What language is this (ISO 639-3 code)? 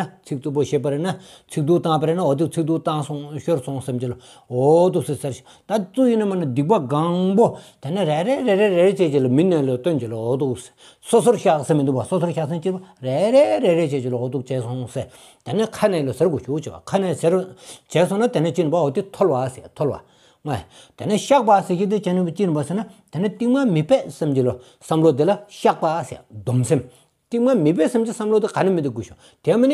sbu